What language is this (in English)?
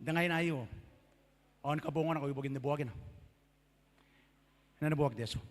Gilbertese